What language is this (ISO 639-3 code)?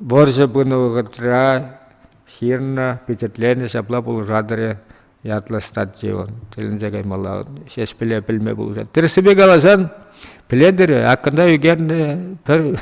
chv